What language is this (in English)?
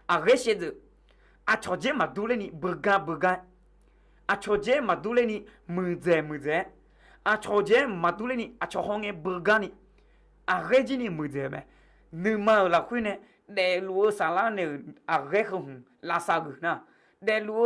Akha